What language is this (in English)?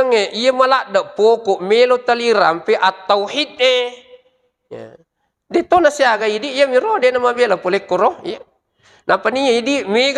Buginese